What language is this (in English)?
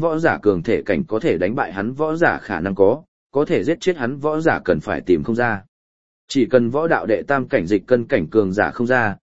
Vietnamese